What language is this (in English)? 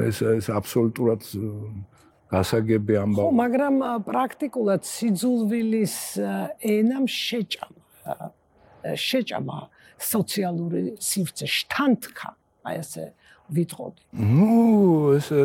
Georgian